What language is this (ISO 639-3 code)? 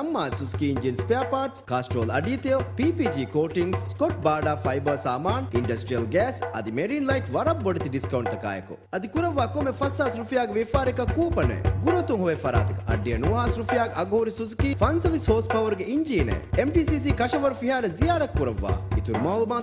div